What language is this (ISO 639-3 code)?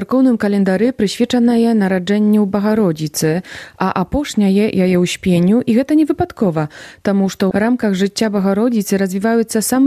bel